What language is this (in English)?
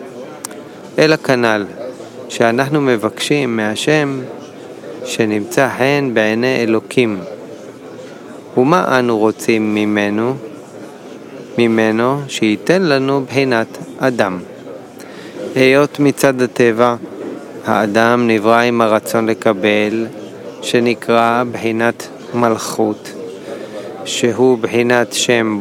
Hebrew